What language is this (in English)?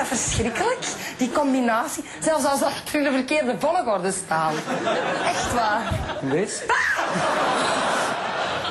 Dutch